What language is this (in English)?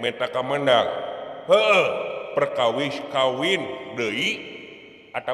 Sundanese